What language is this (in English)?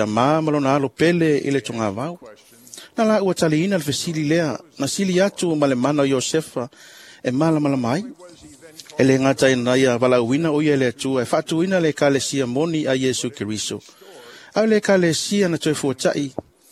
Samoan